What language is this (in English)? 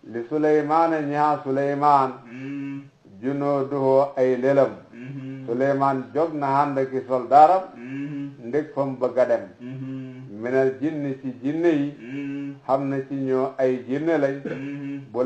Wolof